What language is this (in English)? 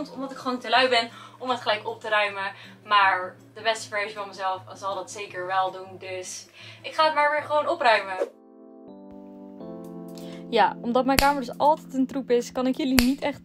Dutch